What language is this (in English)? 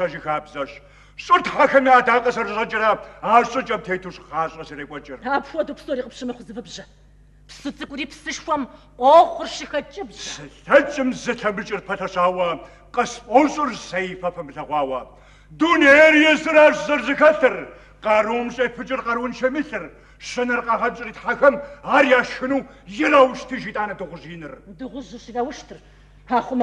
Kabardian